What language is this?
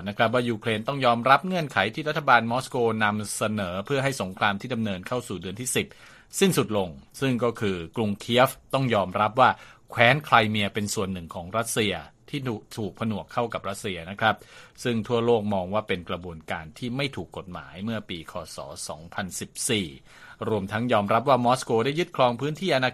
Thai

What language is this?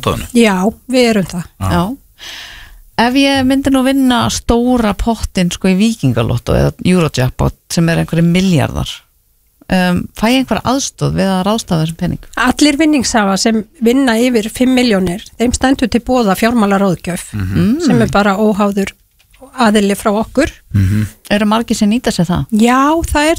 Icelandic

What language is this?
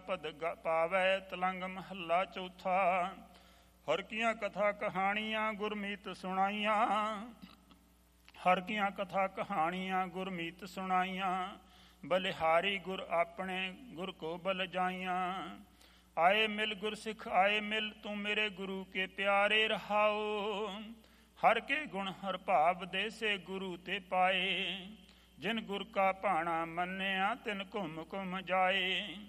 Punjabi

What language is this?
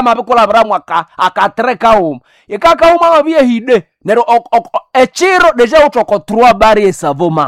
Nande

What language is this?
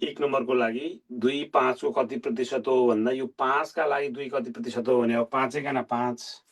Nepali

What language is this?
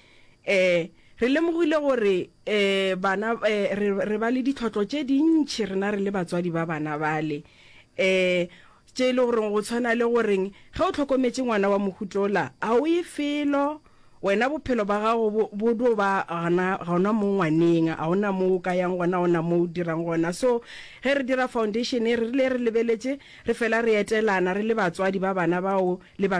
Northern Sotho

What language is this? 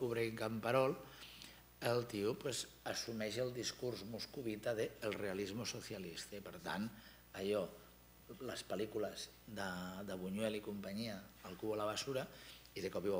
Catalan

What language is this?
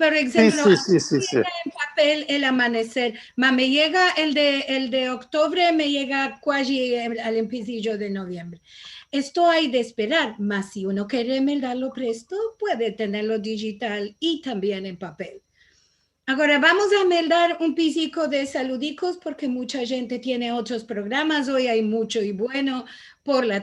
Ladino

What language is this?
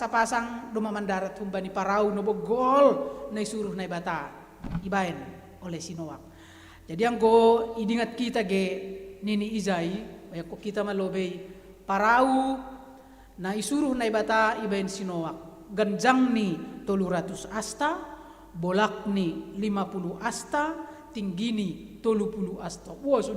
Batak Simalungun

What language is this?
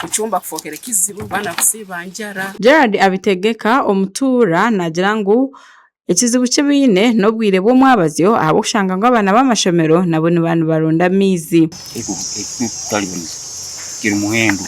Nyankole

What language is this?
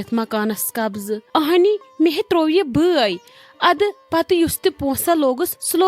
Kashmiri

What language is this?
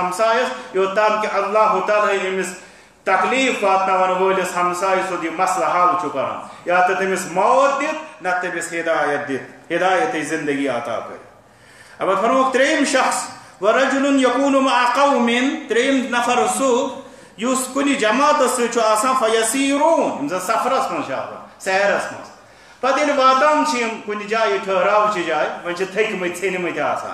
Kashmiri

